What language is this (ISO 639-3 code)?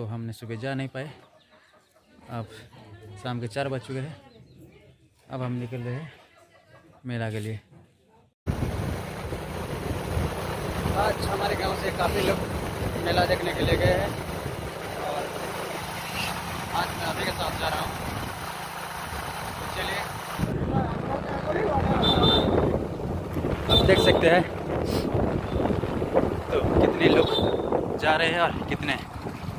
hin